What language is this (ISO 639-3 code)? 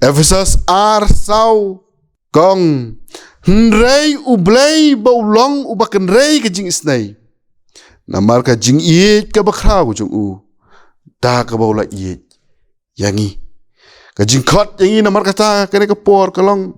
kha